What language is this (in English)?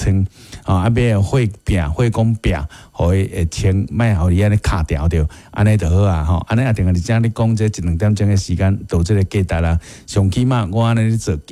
Min Nan Chinese